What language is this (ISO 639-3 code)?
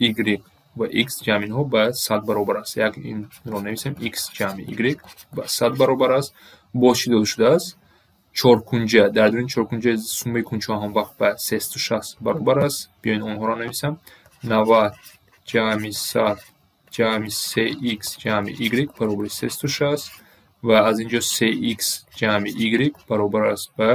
tgk